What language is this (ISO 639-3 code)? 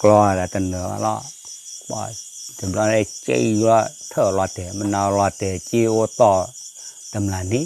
ksw